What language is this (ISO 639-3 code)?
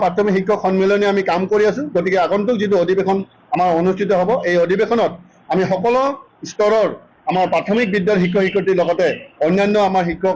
asm